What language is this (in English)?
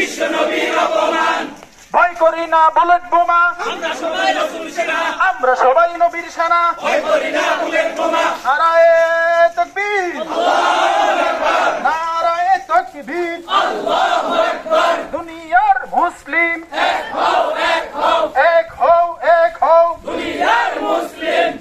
Bangla